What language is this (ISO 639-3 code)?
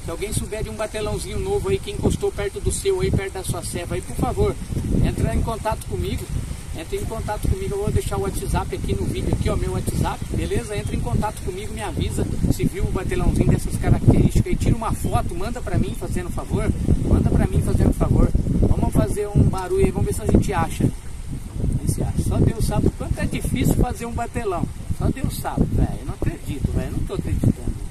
por